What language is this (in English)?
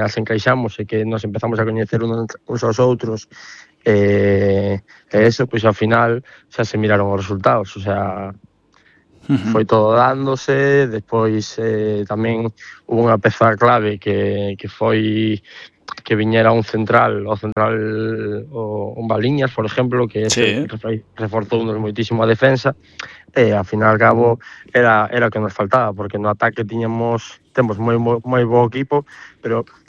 Galician